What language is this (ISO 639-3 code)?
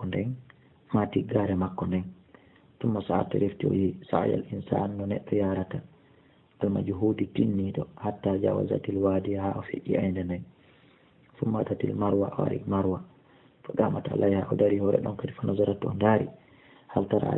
ful